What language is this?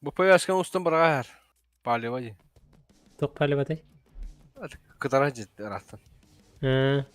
Yakut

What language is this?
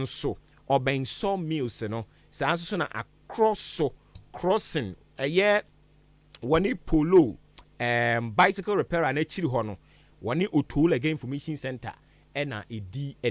Akan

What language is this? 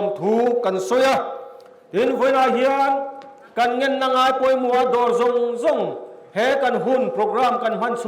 Mizo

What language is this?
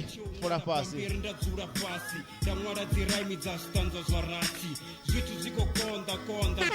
Venda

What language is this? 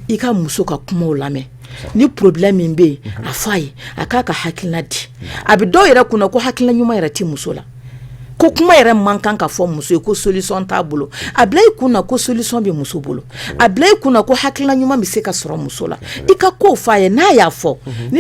Bambara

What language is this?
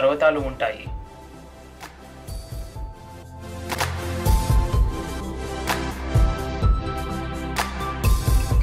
Telugu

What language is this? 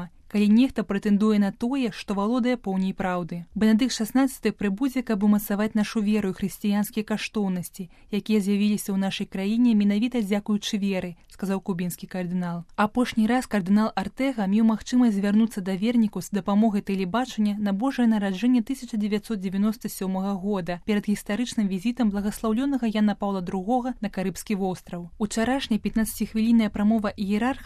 Belarusian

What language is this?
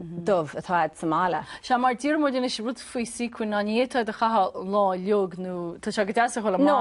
Irish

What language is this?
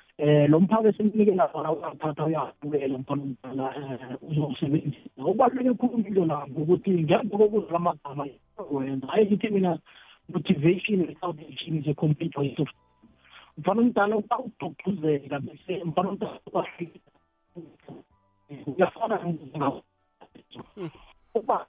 South Ndebele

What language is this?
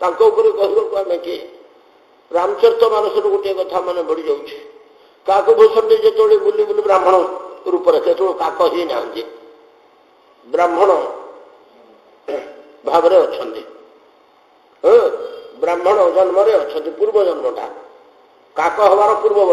Odia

